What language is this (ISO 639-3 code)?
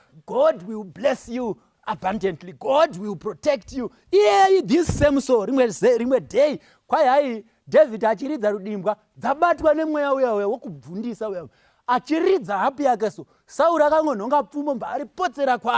sna